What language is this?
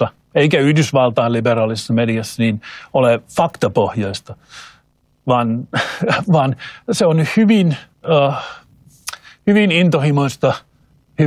Finnish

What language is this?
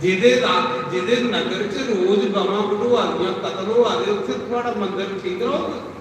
Dogri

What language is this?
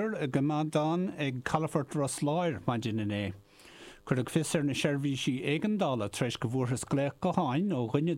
Irish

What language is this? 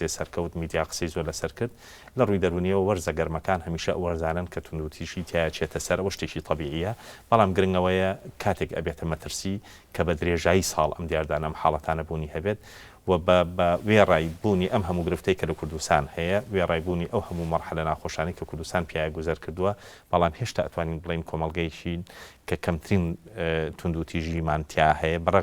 Central Kurdish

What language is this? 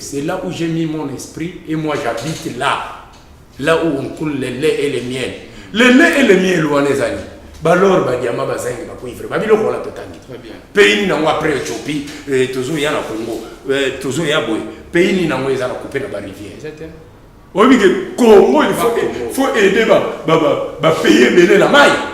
Lingala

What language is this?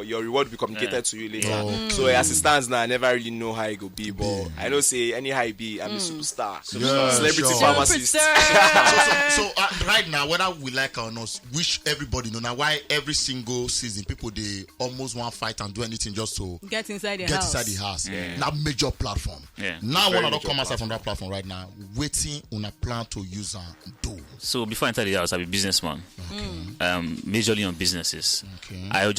Nigerian Pidgin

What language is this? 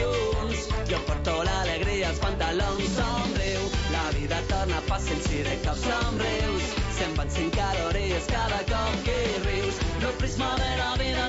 Catalan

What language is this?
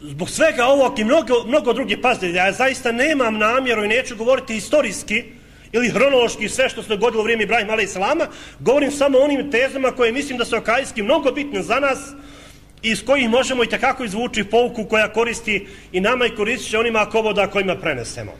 Bosnian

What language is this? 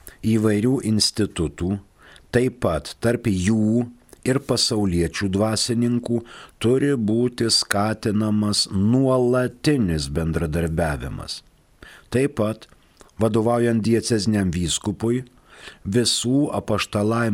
Lithuanian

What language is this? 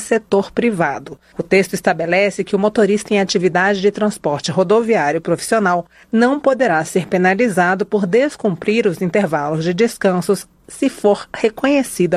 Portuguese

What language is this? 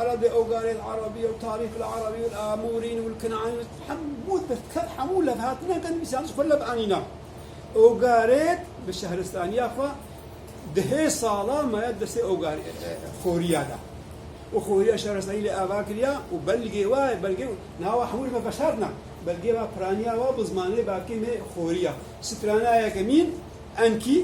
Kurdish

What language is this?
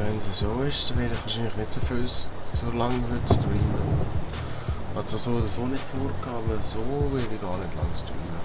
Swiss German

